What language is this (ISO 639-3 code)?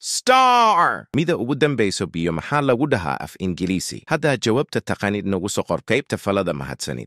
som